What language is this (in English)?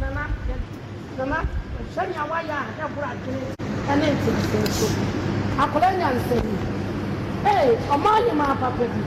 Akan